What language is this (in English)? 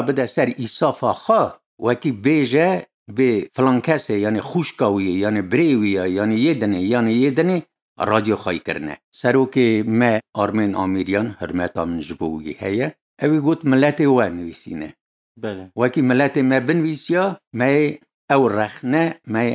Kurdish